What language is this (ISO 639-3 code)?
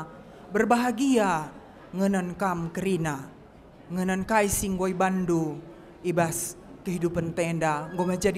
btx